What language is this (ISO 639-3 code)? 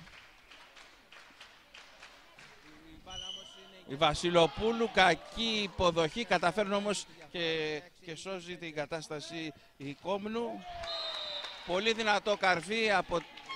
ell